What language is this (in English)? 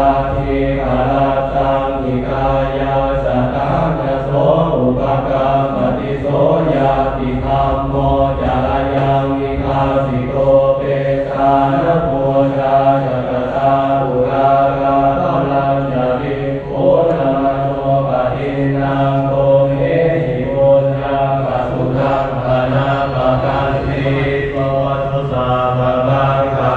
Pali